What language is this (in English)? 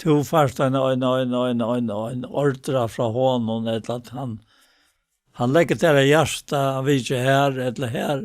Faroese